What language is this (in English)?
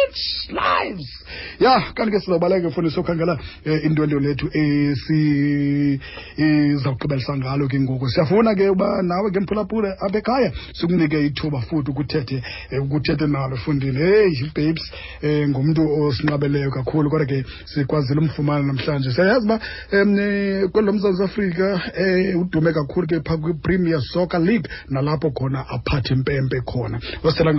Xhosa